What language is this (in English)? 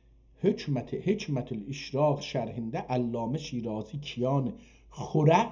South Azerbaijani